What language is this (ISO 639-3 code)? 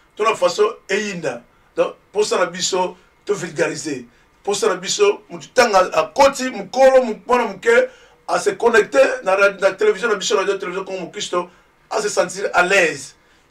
lin